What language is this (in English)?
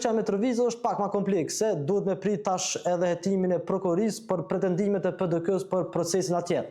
Albanian